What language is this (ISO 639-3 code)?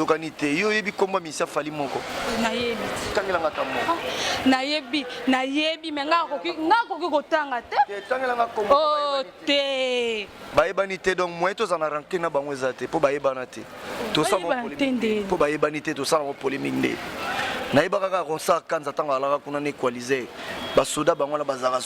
lin